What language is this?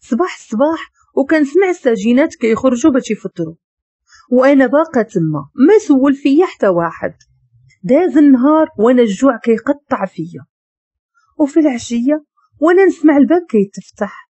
Moroccan Arabic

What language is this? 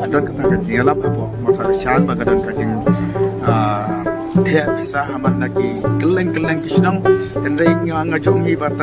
Khasi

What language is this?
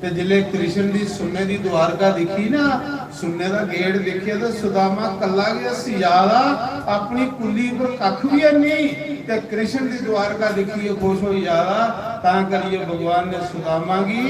Dogri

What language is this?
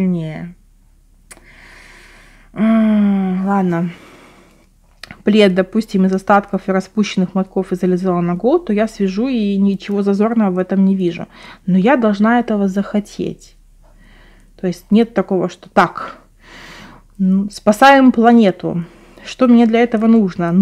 Russian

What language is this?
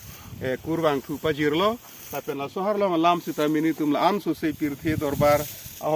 Karbi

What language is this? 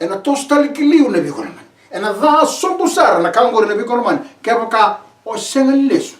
Fijian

